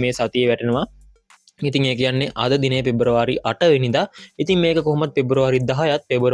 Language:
Sinhala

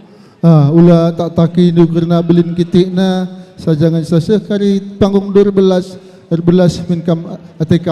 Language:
Batak Karo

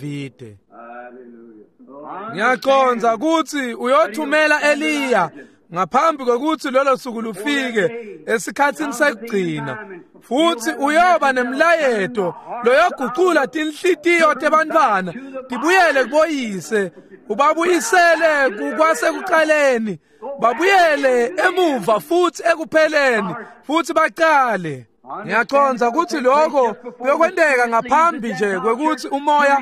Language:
Swati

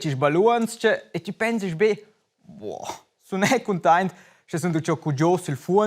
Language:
Romansh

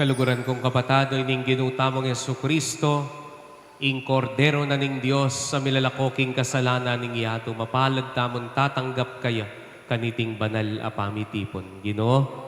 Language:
Pampanga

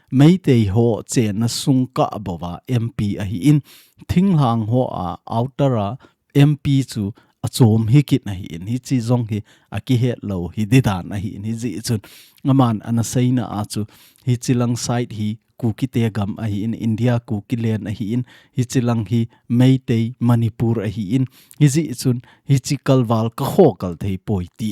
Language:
Thado Chin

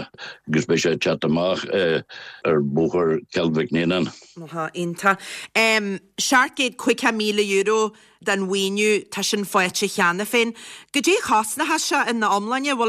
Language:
Irish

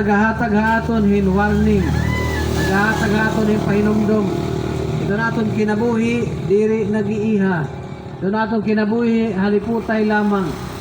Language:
Waray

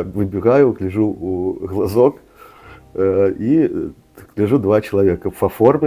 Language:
Belarusian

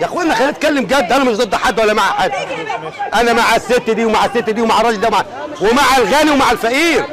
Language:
Egyptian Arabic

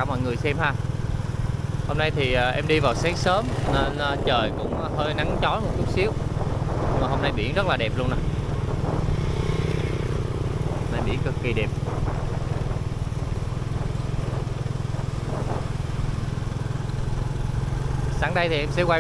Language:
Vietnamese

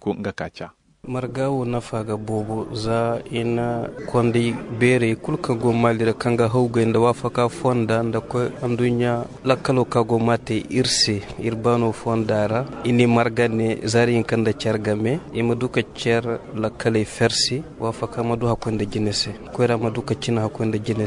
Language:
Zarma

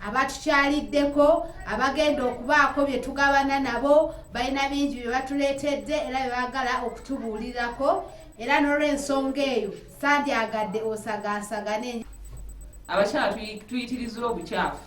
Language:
Ganda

